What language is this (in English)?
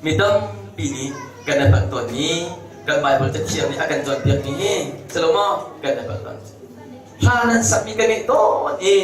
Hakha Chin